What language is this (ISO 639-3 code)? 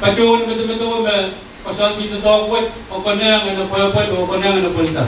pon